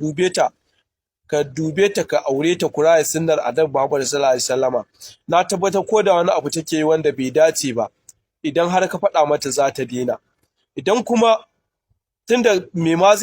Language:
Hausa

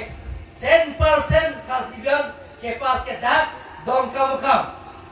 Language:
Karbi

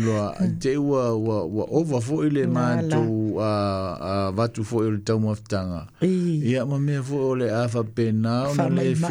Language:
Samoan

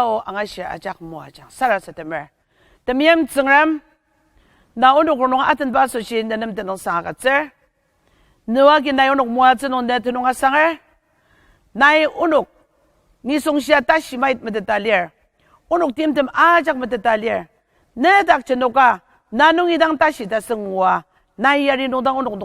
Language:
Ao Naga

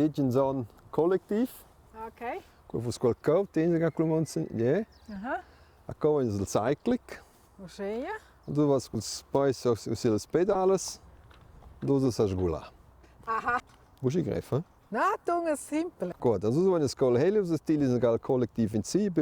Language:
Romansh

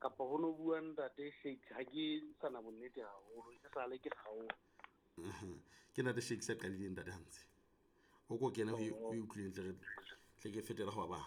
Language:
Southern Sotho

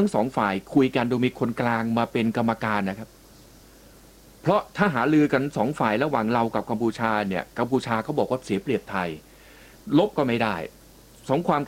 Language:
Thai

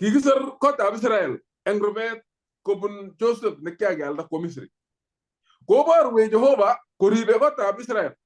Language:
Kalenjin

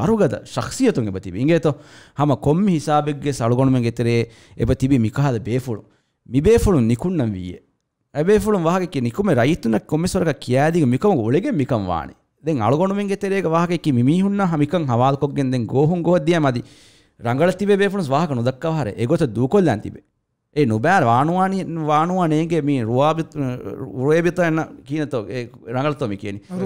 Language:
Divehi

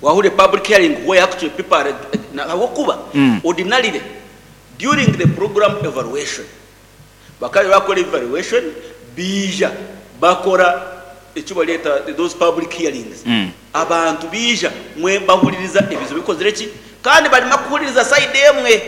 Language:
Nyankole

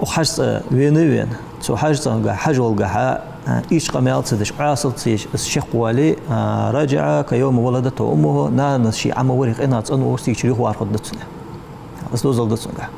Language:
Ingush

